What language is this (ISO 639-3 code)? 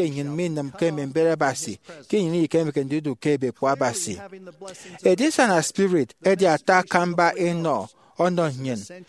efi